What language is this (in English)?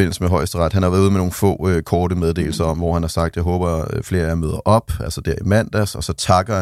Danish